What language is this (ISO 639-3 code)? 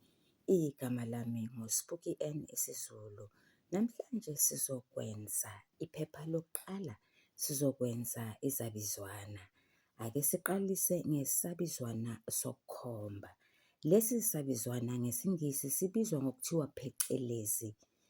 zul